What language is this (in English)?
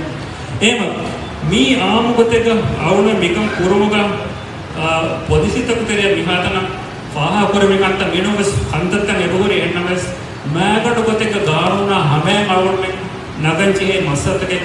Divehi